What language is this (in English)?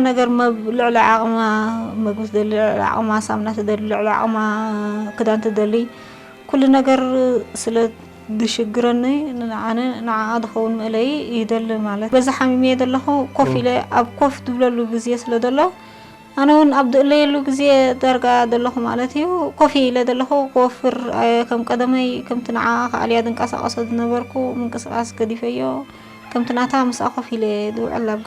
Tigrinya